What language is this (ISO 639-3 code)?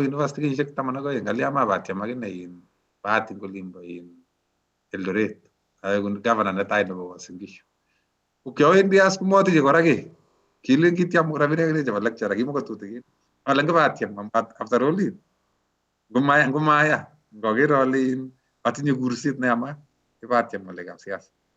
kln